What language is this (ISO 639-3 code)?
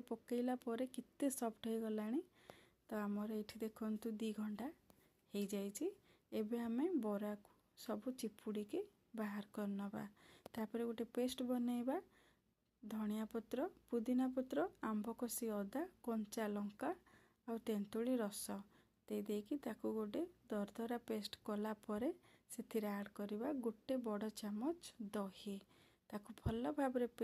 ori